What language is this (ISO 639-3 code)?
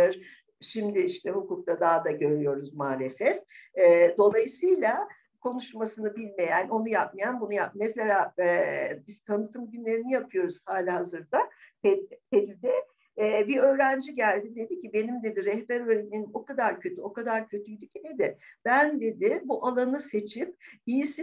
tur